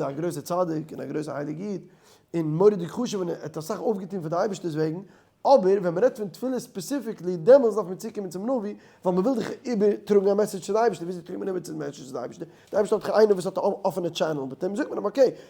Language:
Yiddish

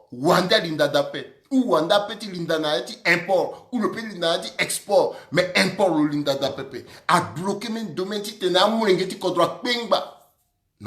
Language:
Sango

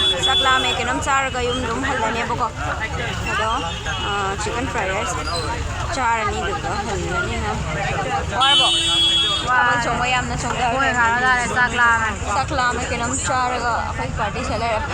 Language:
Manipuri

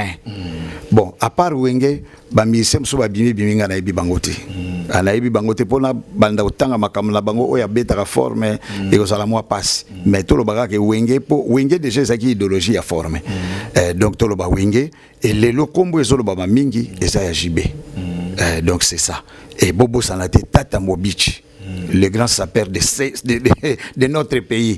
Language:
Lingala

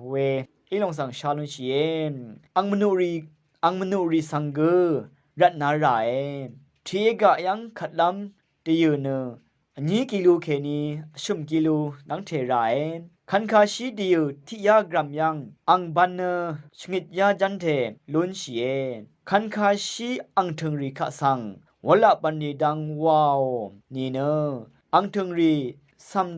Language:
Rawang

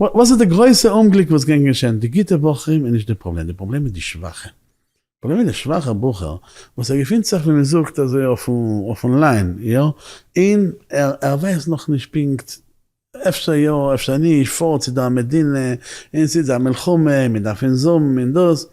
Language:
Yiddish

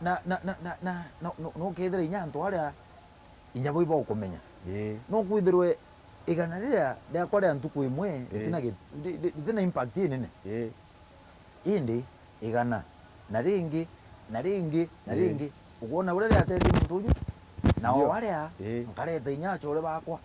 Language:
Meru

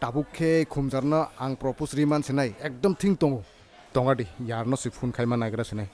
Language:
Kok Borok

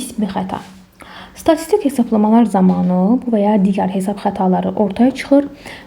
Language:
Azerbaijani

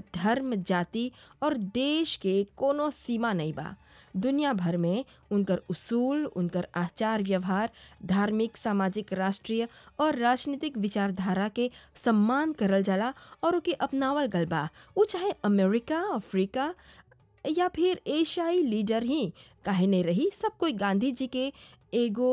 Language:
Bhojpuri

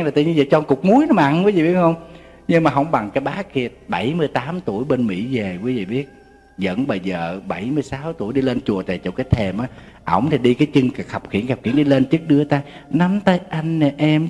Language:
Vietnamese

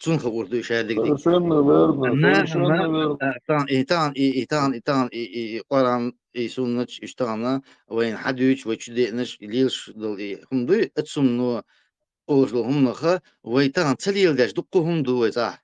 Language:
Chechen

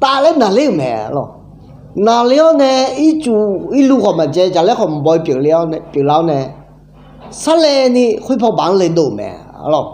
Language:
Akha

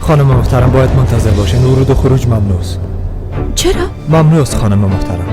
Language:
Persian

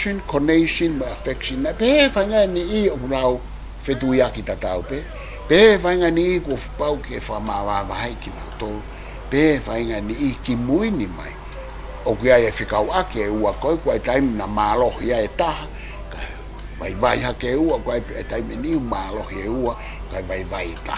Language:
Tongan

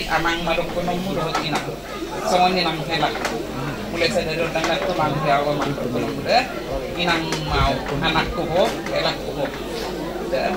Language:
Batak Toba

